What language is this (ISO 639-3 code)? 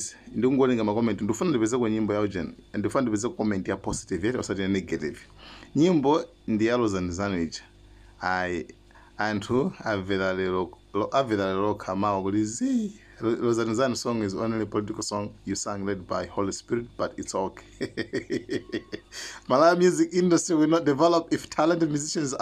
nya